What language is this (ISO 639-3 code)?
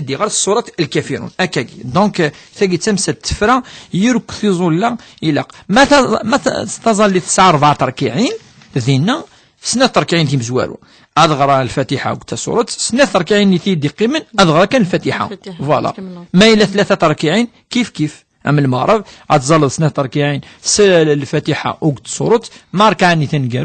kab